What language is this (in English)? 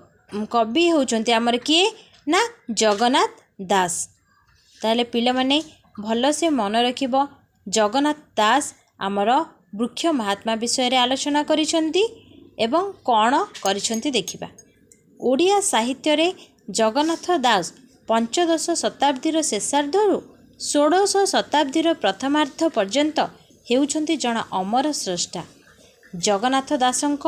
Odia